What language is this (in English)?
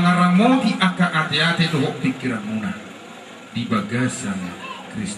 Batak Toba